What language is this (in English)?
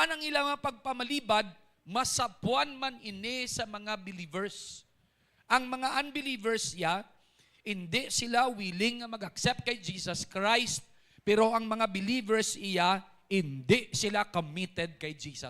Hiligaynon